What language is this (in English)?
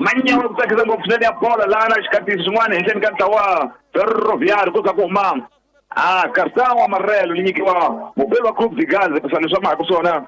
Tsonga